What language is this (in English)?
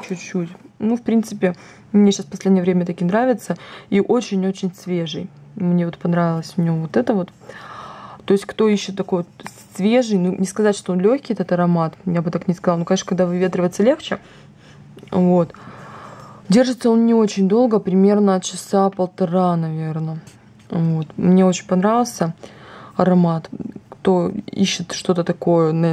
Russian